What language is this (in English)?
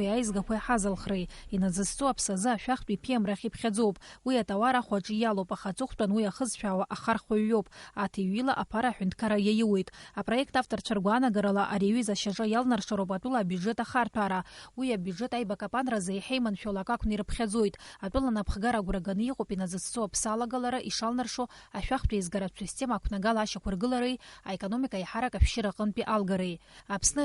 Abkhazian